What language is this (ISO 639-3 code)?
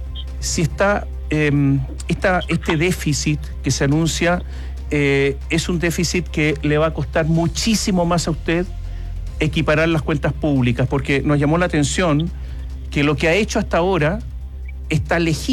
spa